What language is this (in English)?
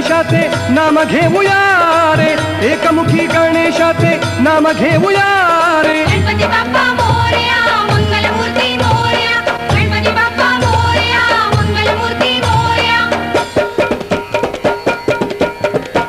Marathi